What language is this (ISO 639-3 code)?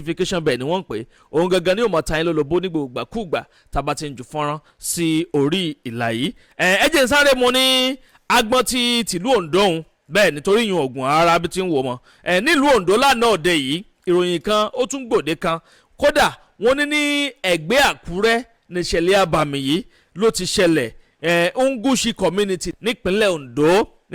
yor